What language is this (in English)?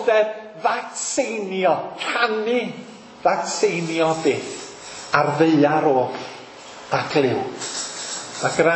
Welsh